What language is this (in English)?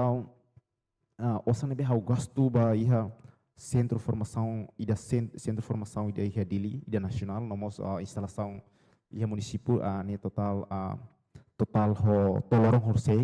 Tetum